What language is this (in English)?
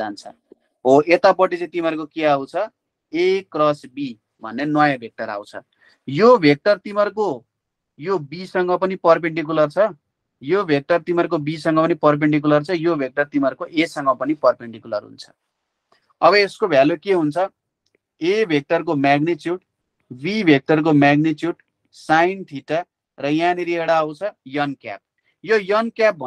Nepali